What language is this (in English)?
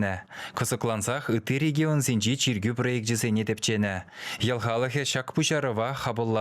Chuvash